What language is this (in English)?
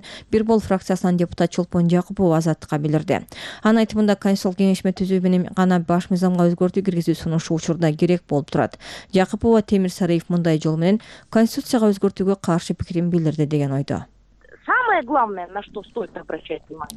Kyrgyz